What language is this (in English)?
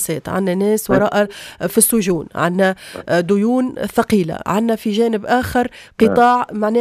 Tunisian Arabic